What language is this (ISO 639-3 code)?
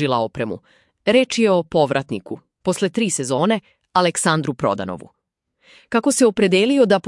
srp